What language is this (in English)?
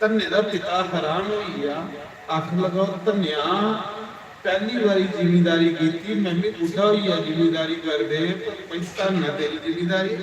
Dogri